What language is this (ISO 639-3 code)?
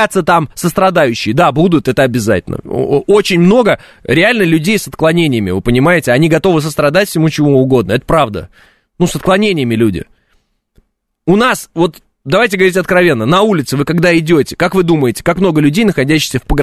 rus